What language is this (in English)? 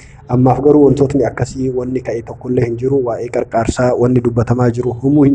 Oromo